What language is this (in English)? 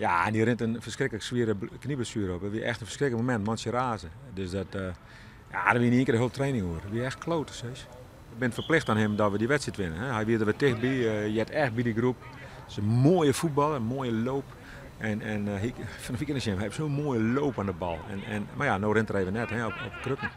Western Frisian